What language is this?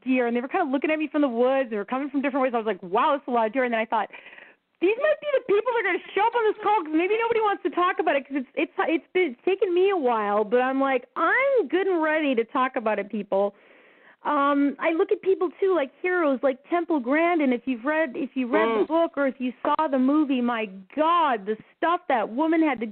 English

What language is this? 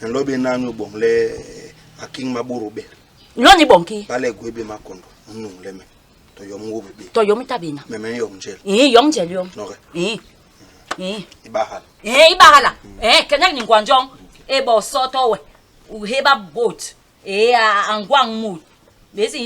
Basaa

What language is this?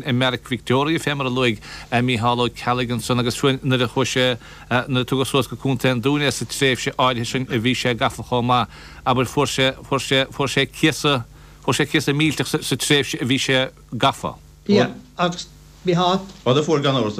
Irish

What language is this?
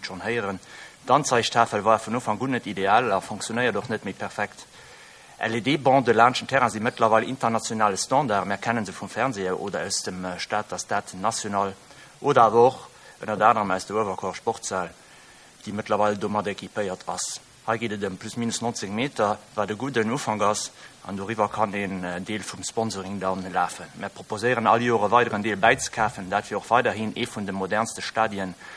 Luxembourgish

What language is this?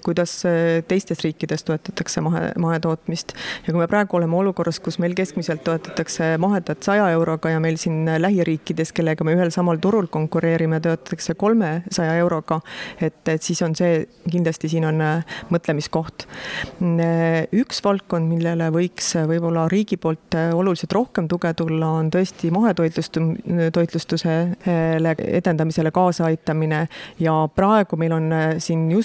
Estonian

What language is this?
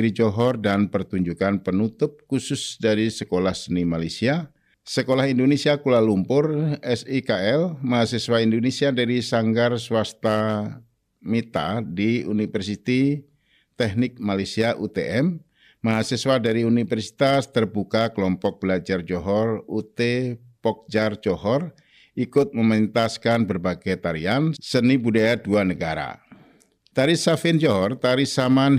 Indonesian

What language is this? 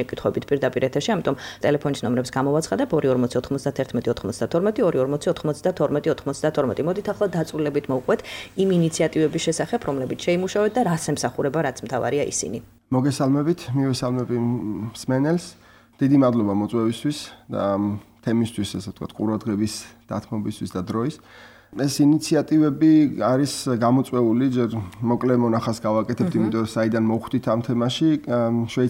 Georgian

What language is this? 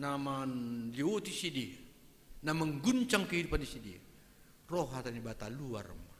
Batak Simalungun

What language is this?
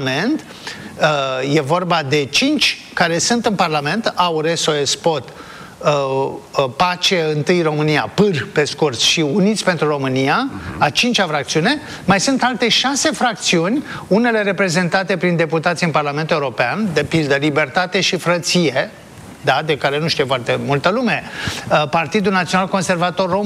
Romanian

